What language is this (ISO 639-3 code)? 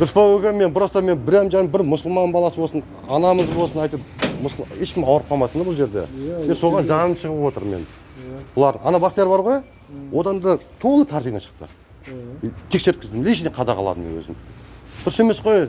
kaz